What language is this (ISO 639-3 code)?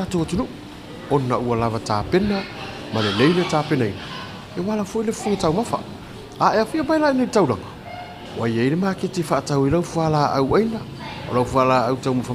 smo